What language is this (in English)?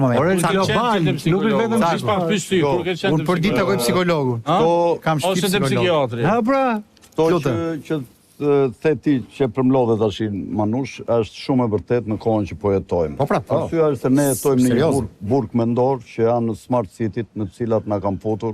Albanian